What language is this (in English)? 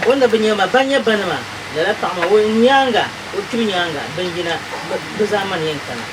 Dagbani